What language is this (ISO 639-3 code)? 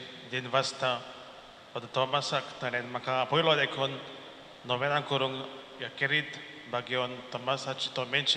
kok